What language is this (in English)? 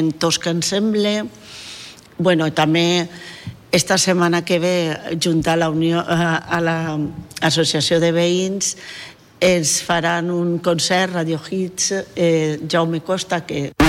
Catalan